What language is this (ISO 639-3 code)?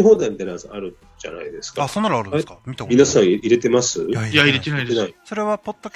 jpn